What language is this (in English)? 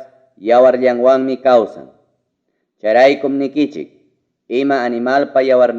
Ayacucho Quechua